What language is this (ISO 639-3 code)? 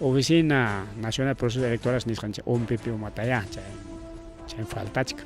quy